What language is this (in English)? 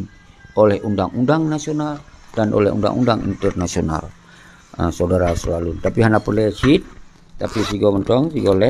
Achinese